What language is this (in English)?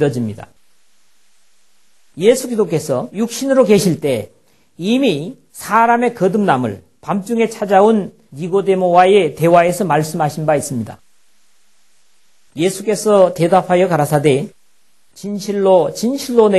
Korean